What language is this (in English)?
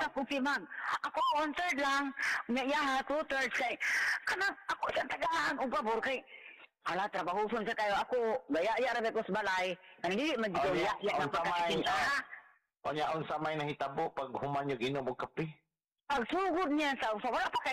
Cebuano